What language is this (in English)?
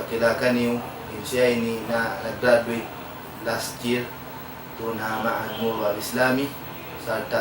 Tausug